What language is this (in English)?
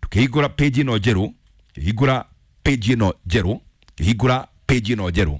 Kikuyu